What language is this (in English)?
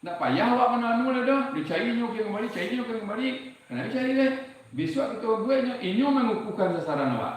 Minangkabau